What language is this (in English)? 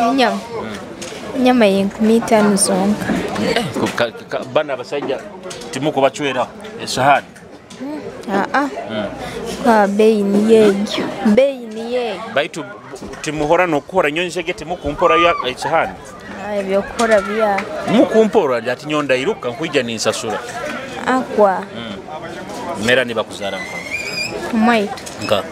Nyoro